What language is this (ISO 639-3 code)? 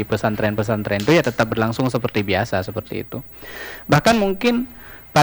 ind